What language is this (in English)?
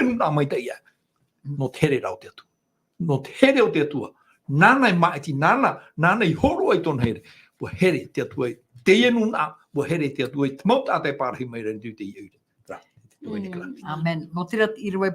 Tahitian